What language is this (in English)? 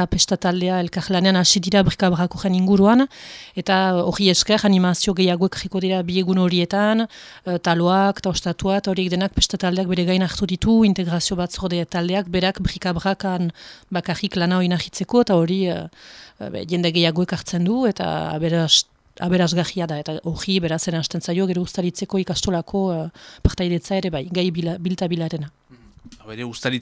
Basque